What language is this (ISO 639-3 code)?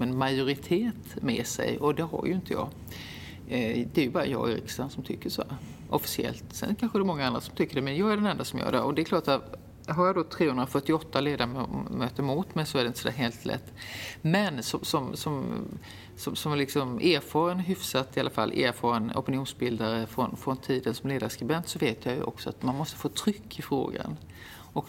swe